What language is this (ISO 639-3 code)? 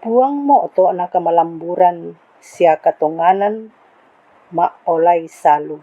sda